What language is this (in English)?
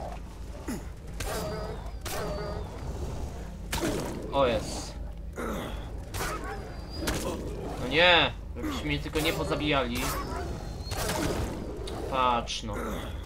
Polish